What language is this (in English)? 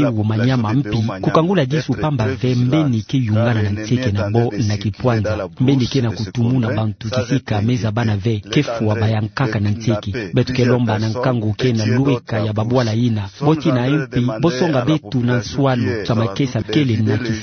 Kituba (Democratic Republic of Congo)